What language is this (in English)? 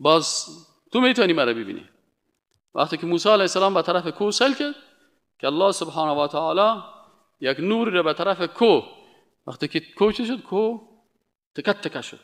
Persian